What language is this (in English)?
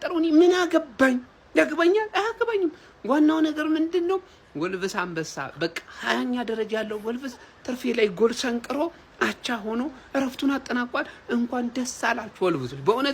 Amharic